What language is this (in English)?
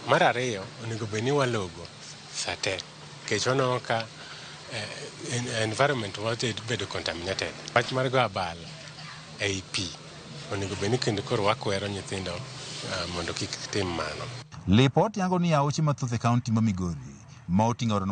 Luo (Kenya and Tanzania)